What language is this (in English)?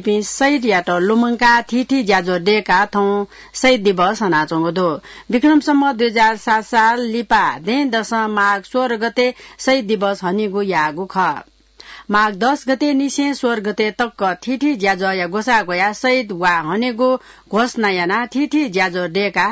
Newari